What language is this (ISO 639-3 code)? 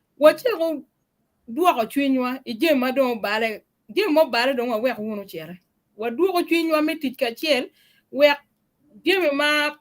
ach